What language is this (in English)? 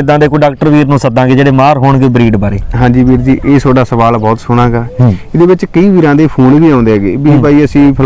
Punjabi